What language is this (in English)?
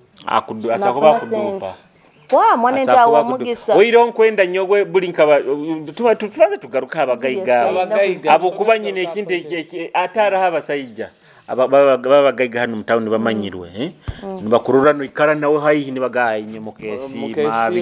Nyoro